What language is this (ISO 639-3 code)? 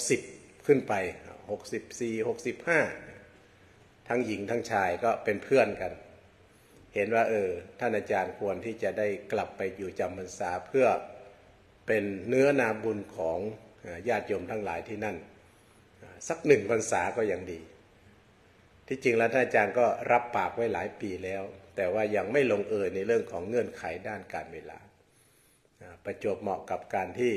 tha